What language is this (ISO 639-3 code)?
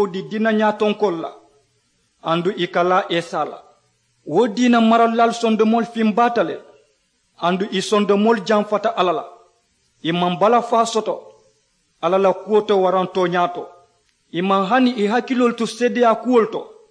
man